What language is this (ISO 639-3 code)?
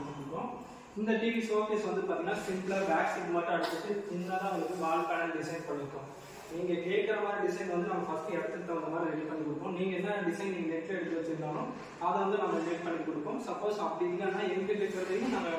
tam